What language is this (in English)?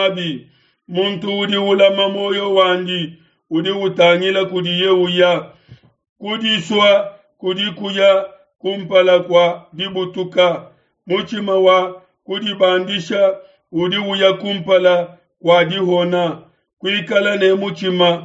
Luba-Lulua